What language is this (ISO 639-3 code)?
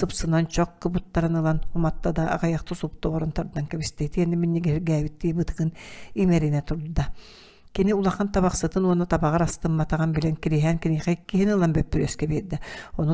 sah